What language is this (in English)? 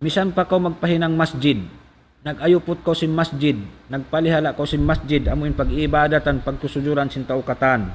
Tausug